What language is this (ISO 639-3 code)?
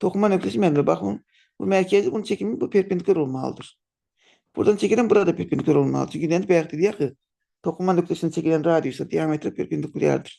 aze